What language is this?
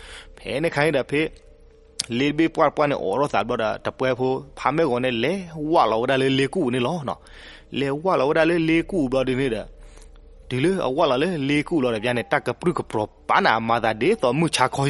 S'gaw Karen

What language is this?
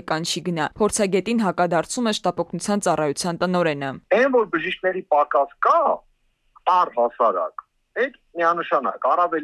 Armenian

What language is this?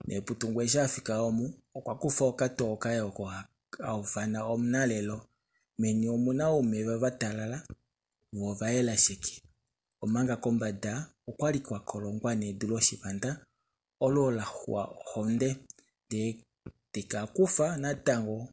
Kuanyama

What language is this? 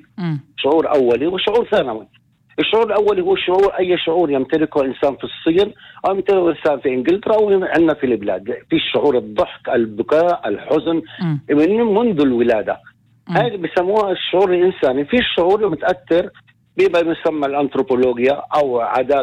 North Levantine Arabic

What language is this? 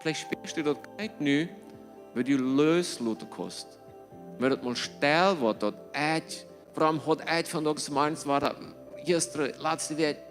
Plautdietsch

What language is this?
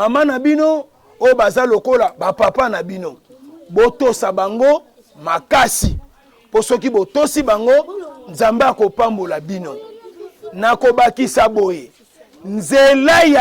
Lingala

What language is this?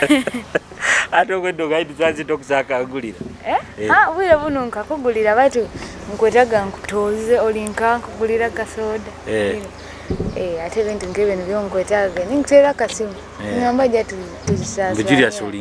Nyoro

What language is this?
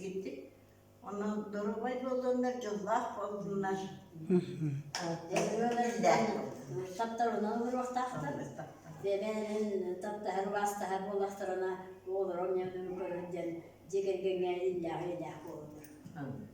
Yakut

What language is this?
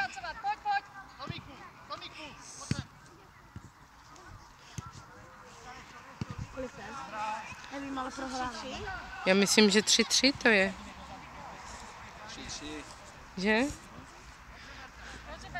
Czech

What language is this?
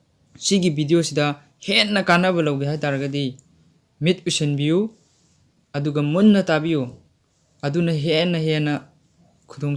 Manipuri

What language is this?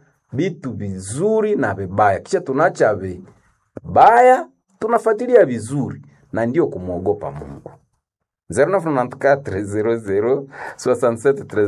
Swahili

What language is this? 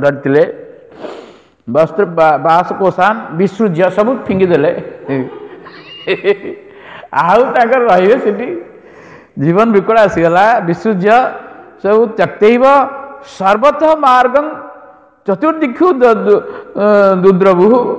Odia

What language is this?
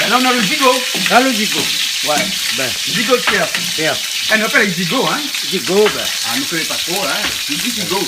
Réunion Creole French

